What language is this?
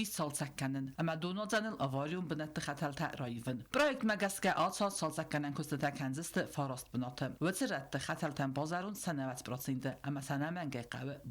Ossetic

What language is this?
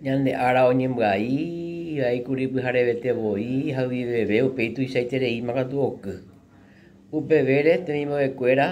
Guarani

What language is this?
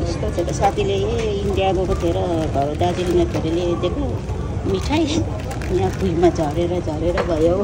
Nepali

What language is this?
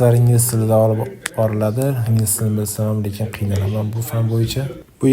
Uzbek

